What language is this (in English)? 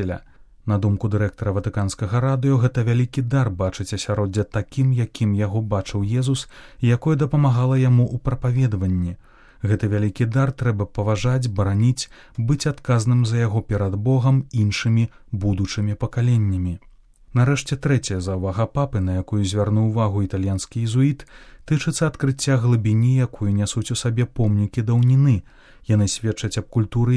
Belarusian